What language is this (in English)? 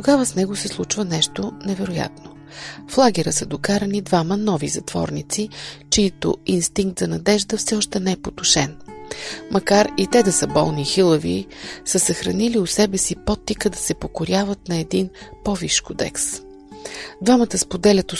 Bulgarian